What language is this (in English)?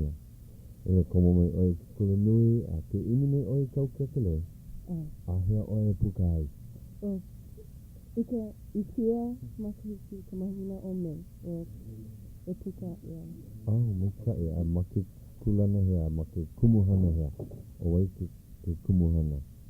Hawaiian